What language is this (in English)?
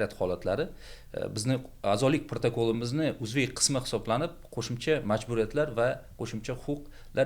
Uzbek